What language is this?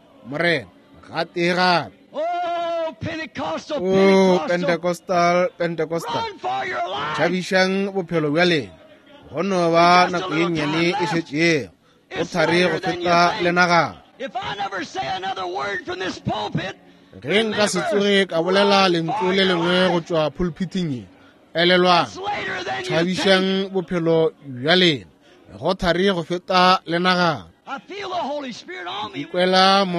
Northern Sotho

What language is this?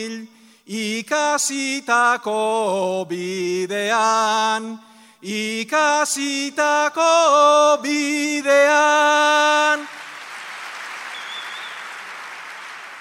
Basque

